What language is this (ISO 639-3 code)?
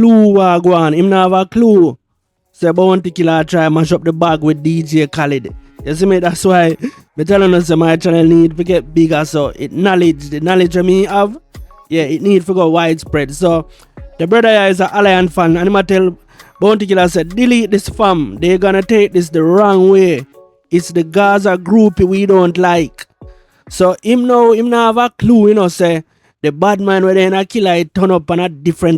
jam